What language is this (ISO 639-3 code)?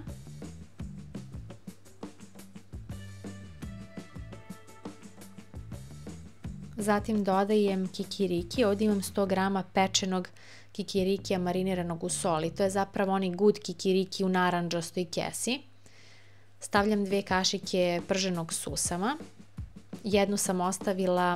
srp